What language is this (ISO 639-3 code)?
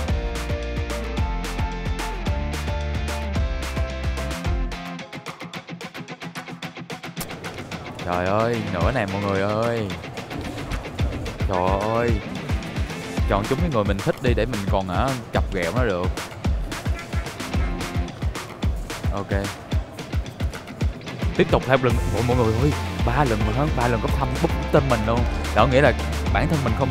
vie